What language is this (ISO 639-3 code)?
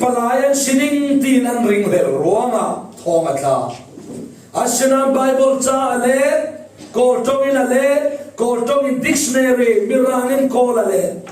cfm